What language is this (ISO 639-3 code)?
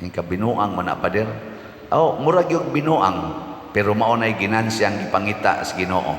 ceb